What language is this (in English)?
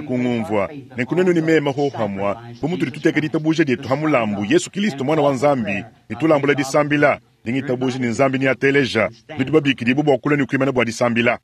Luba-Lulua